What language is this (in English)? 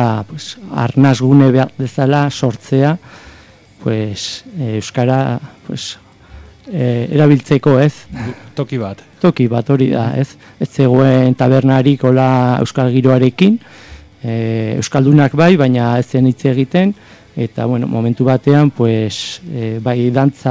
Basque